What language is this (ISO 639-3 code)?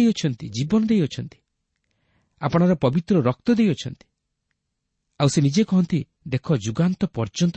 ori